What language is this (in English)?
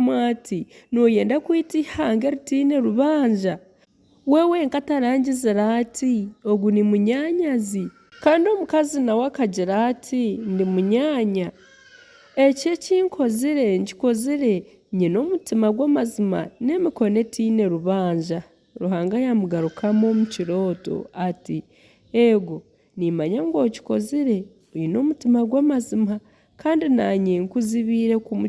Nyankole